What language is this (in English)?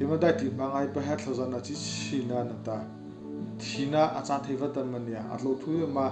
Mara Chin